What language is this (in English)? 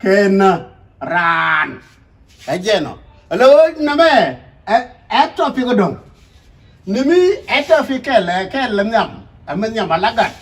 Nuer